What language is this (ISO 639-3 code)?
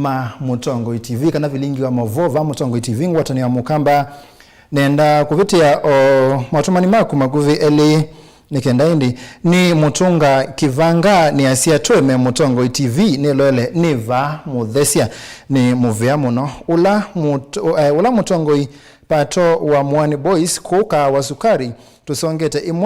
kam